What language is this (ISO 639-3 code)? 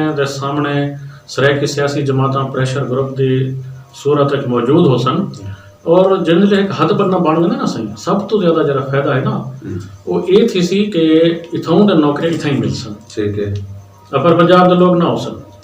skr